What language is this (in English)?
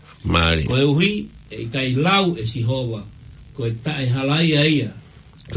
Tongan